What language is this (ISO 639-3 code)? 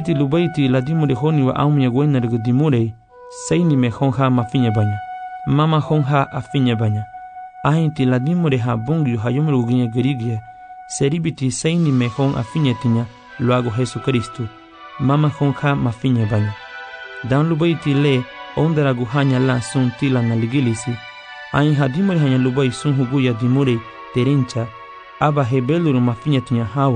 cab